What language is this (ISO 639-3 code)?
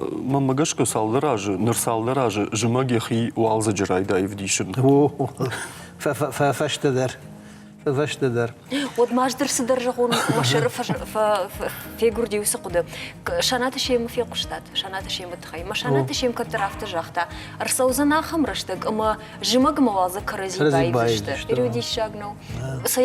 oss